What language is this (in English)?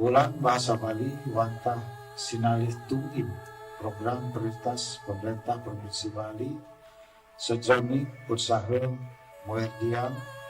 Balinese